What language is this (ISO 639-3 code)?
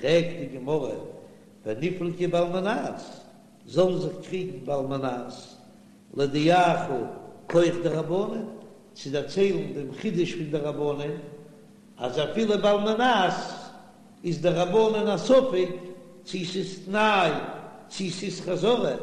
yid